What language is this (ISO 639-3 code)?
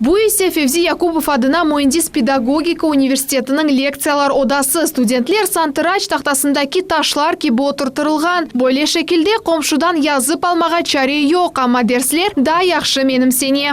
crh